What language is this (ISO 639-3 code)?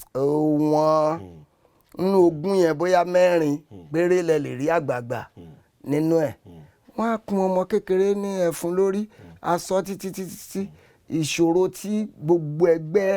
yor